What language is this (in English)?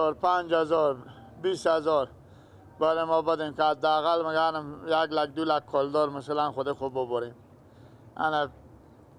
Persian